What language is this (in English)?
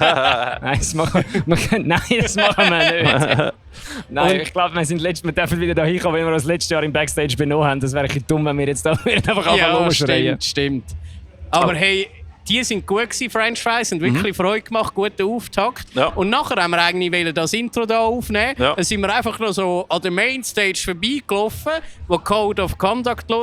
Swiss German